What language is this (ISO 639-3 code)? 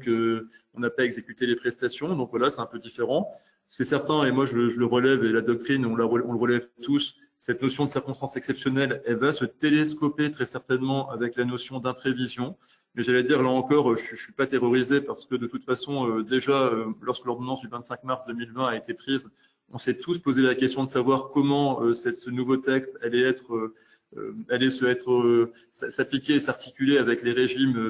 fra